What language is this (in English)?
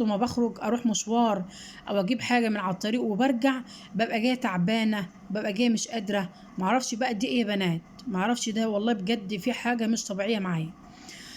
Egyptian Arabic